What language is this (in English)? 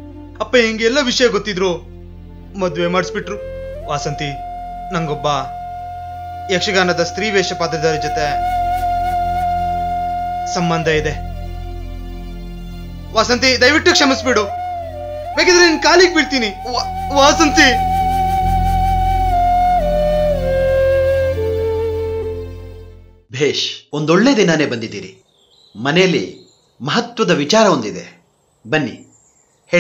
Kannada